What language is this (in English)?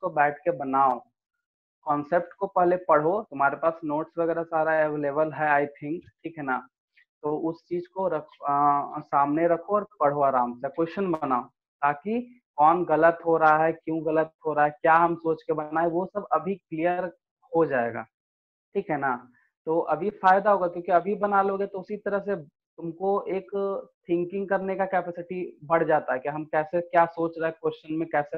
Hindi